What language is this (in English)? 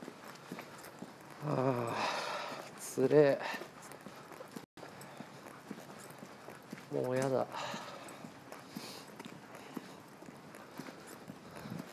Japanese